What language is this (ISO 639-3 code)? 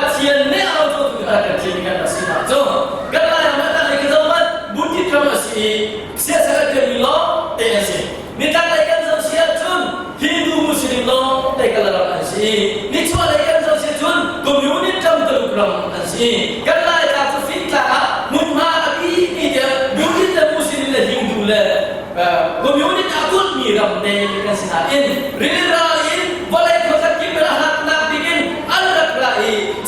cnh